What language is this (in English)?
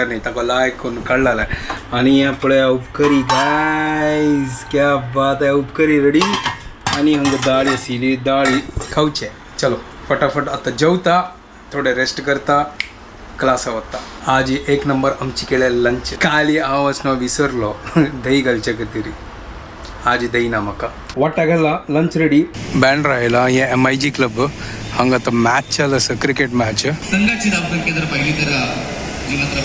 Konkani